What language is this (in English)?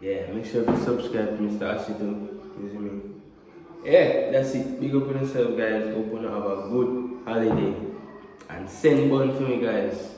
Jamaican Creole English